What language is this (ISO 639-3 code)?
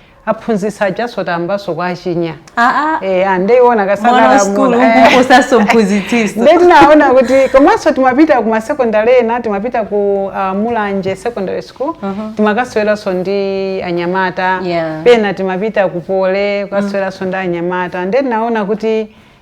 nya